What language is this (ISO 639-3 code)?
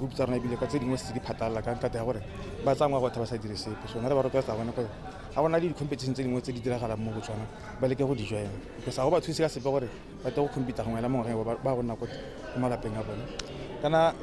tsn